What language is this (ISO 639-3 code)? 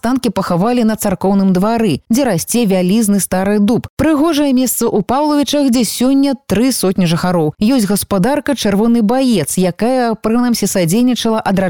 bel